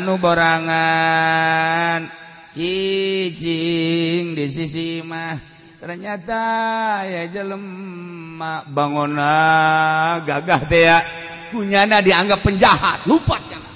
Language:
Sundanese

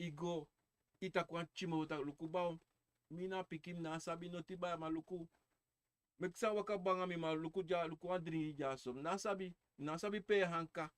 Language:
Sranan Tongo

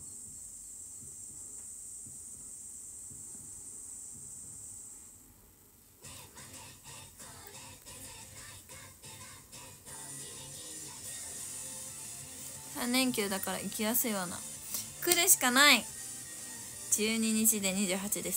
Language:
Japanese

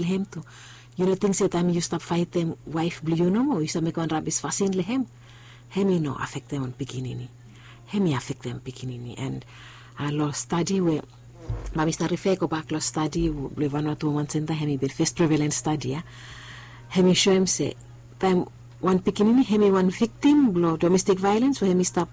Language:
Bislama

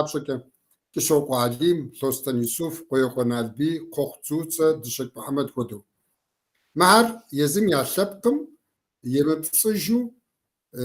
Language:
Kabardian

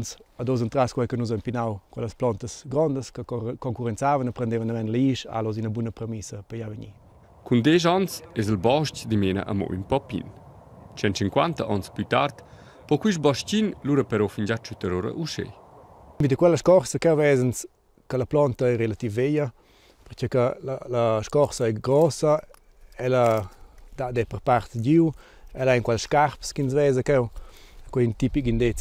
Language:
Romansh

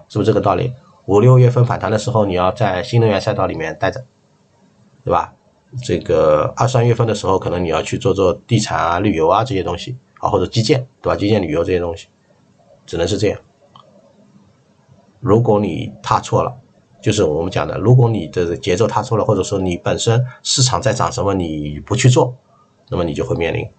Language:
Chinese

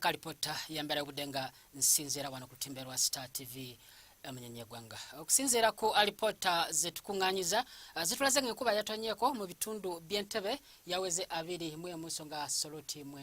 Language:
Ganda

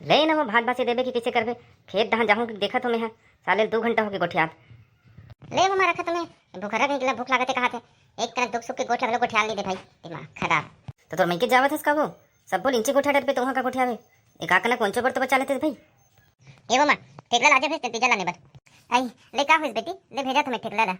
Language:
Chhattisgarhi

